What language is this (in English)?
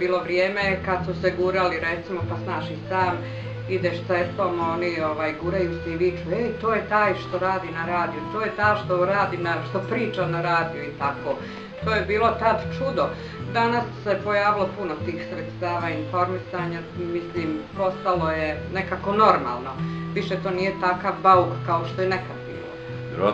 Bosnian